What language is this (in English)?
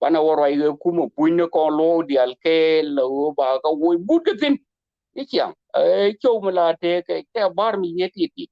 Nuer